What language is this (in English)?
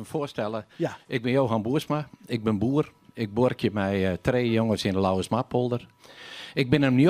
Western Frisian